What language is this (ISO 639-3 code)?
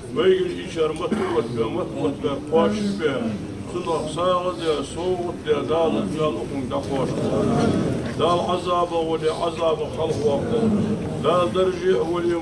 inh